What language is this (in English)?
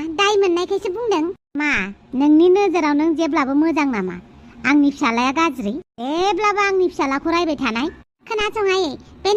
Bodo